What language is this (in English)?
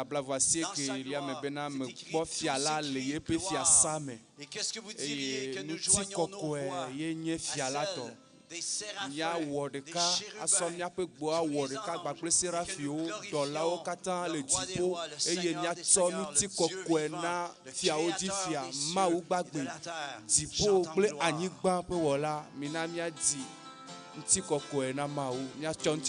Ewe